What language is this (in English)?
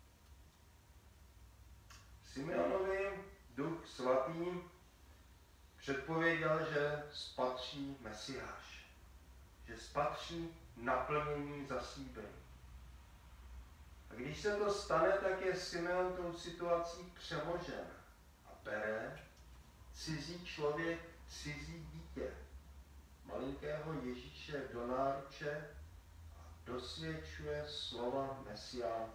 Czech